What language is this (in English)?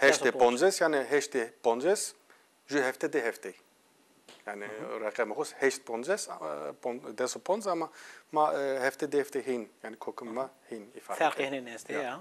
Zaza